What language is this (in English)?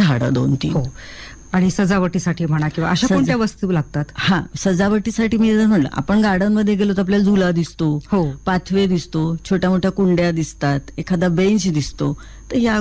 Marathi